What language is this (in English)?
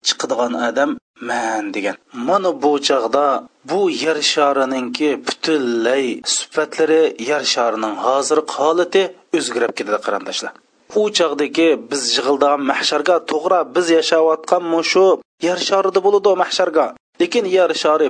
Uyghur